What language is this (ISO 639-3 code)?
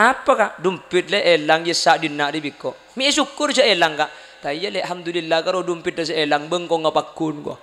mad